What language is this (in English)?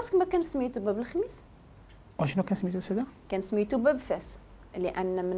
Moroccan Arabic